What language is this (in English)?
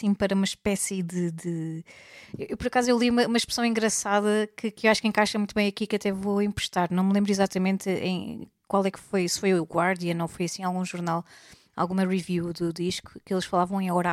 Portuguese